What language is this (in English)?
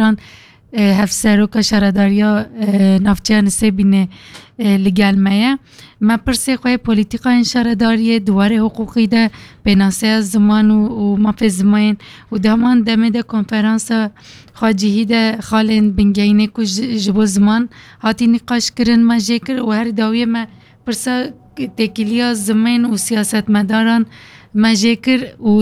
Kurdish